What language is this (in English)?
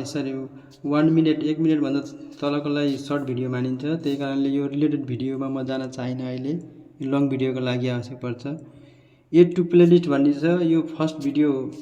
Nepali